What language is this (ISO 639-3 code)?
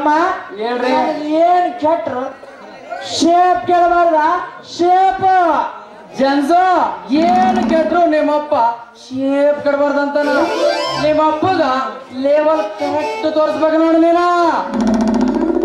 kan